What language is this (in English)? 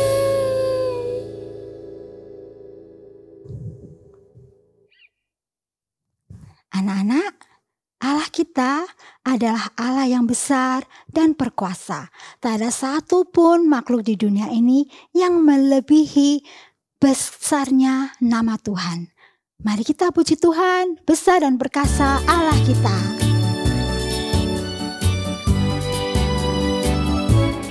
Indonesian